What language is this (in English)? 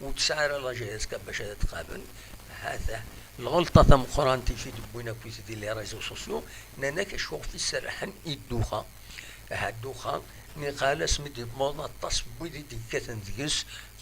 Kabyle